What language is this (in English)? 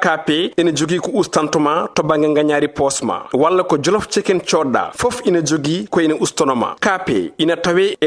Fula